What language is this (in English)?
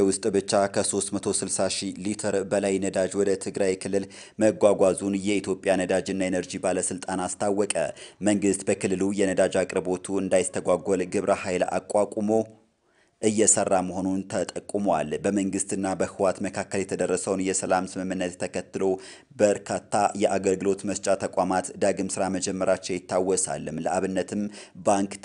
Amharic